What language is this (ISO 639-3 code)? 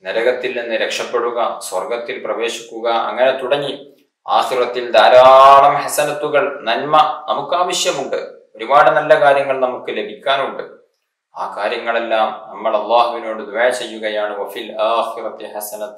mal